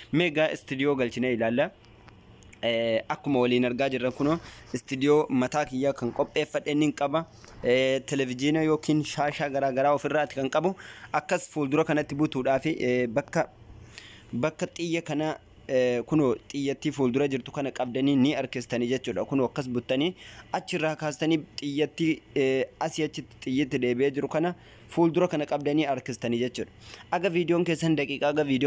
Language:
Oromo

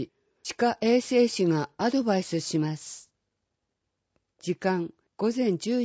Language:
Japanese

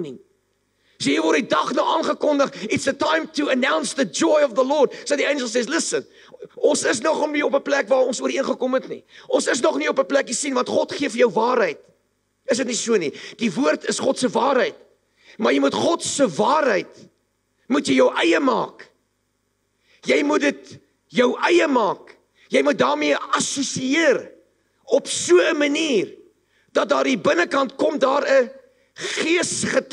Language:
Afrikaans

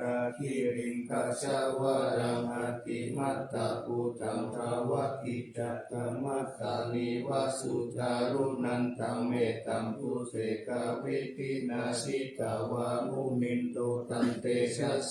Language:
Pali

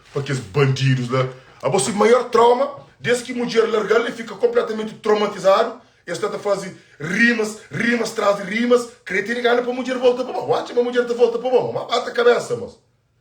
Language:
Kabuverdianu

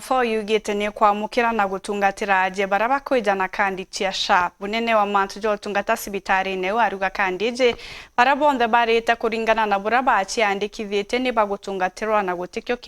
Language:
Meru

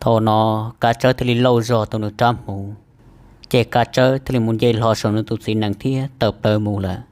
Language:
Hmong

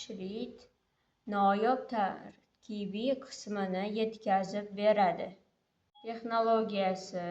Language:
Uzbek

